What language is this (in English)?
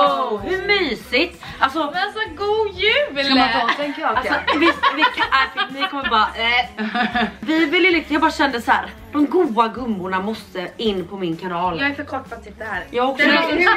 Swedish